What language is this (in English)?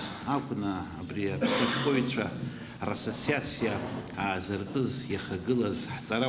Abkhazian